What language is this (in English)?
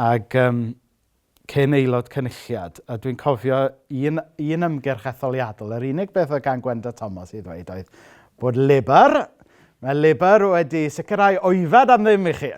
Welsh